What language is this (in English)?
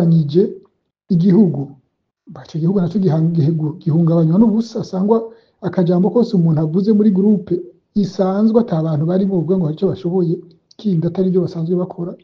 Rundi